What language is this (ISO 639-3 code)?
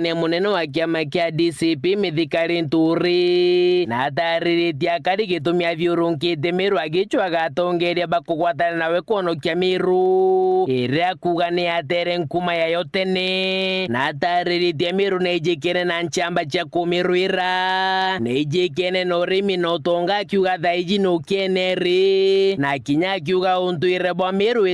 mer